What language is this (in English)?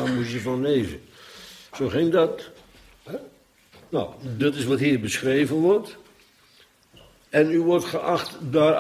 Dutch